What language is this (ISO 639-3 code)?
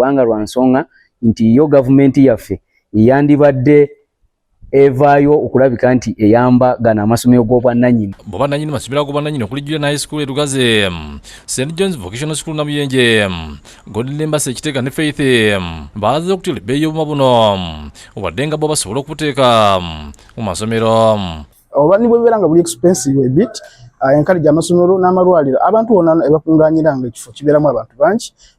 lug